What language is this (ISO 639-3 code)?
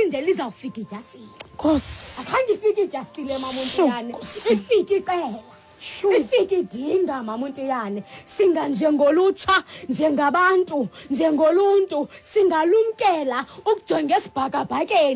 xho